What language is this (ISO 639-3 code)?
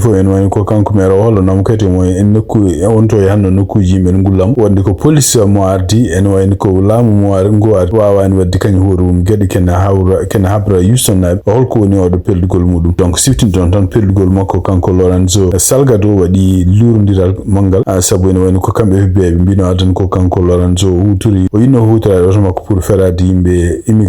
ful